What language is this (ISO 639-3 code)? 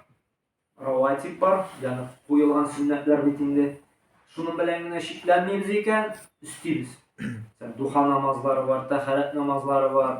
tat